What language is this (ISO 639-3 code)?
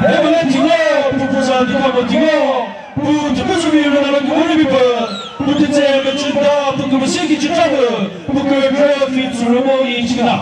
nri